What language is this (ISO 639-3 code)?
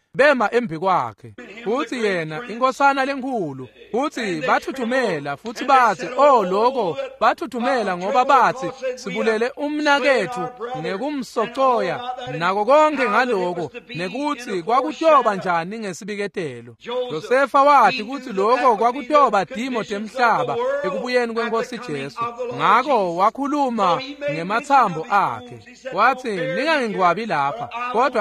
ssw